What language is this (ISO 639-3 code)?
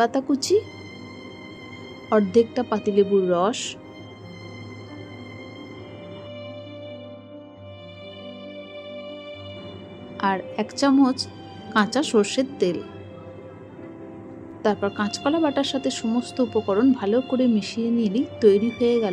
ben